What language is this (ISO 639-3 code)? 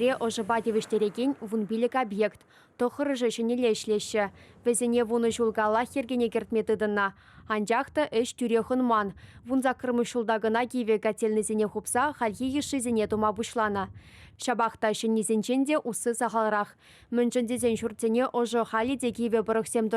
chv